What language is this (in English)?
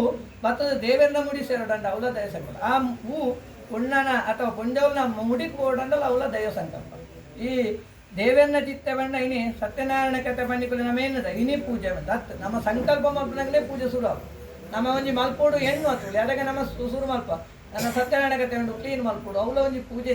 Tulu